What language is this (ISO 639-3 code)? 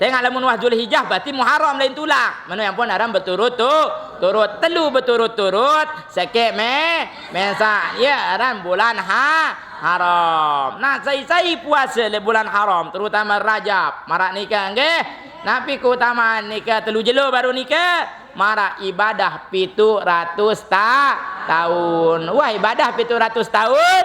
sas